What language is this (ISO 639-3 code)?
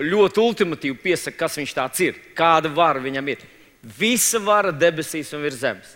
lav